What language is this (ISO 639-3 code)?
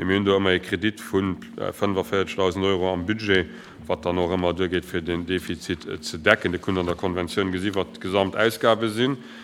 ltz